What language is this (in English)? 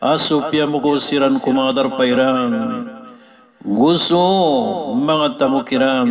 Maranao